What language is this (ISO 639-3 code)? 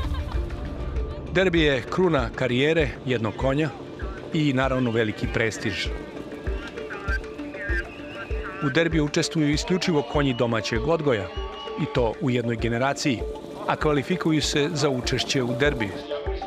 srp